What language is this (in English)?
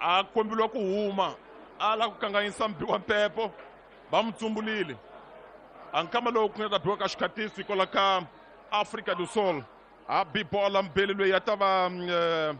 Tsonga